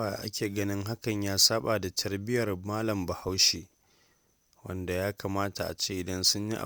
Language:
Hausa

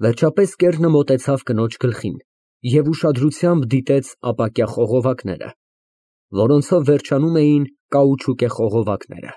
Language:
Armenian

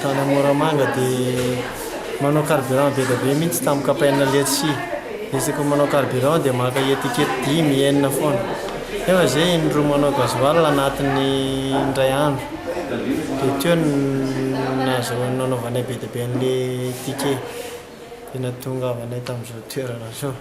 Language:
Malagasy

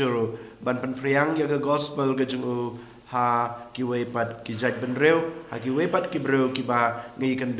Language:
Khasi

